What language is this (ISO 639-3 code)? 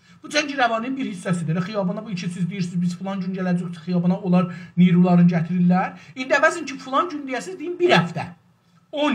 azb